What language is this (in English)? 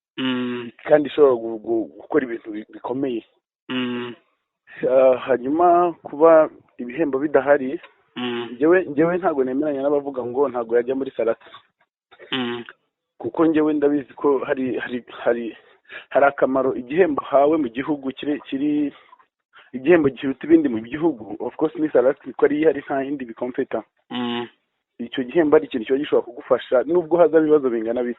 Kinyarwanda